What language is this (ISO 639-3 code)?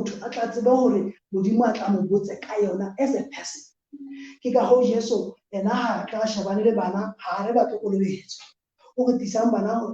sot